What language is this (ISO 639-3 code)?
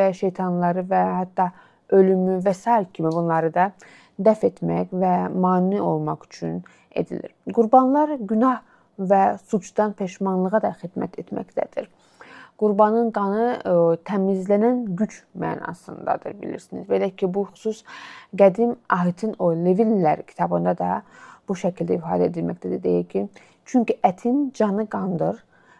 aze